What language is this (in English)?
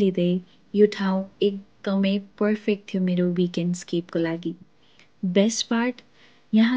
Nepali